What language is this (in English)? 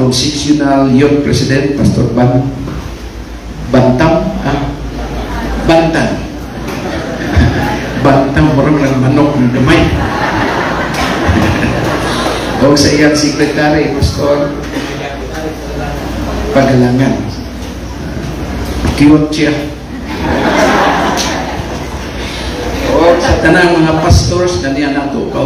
Cebuano